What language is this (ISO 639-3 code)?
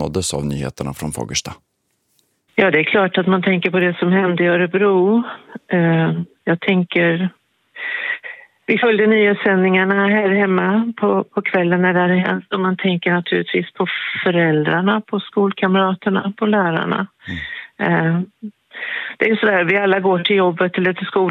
swe